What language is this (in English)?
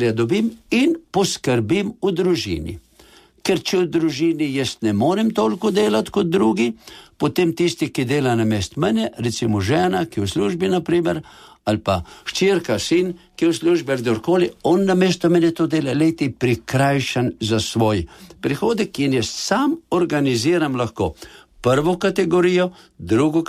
Slovenian